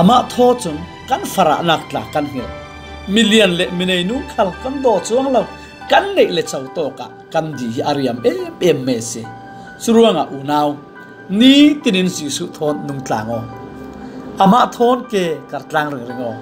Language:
Falam Chin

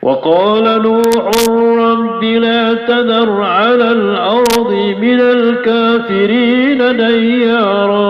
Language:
Maranao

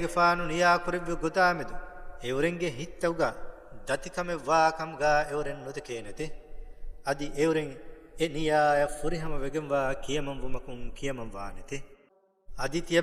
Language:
Divehi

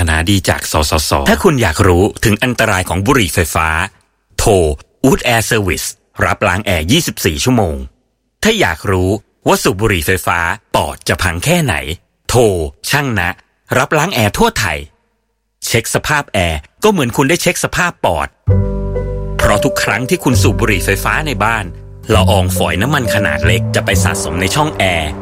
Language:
Thai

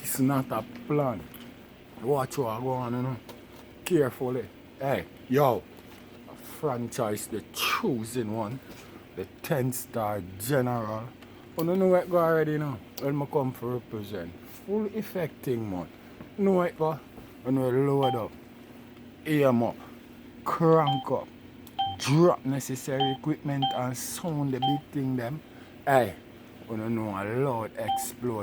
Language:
Jamaican Creole English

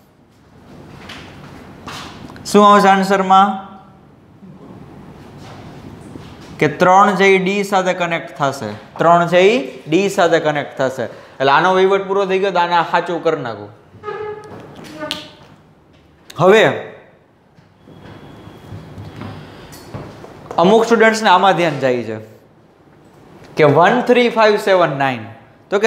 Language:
Gujarati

